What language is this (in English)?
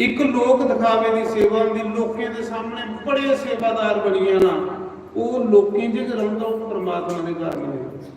Dogri